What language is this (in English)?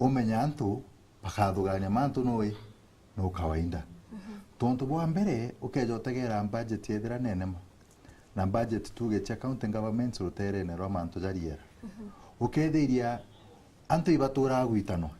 Meru